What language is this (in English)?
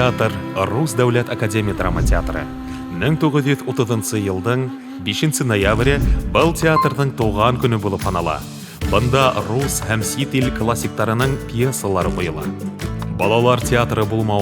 Bashkir